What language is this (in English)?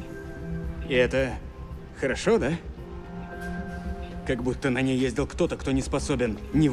Russian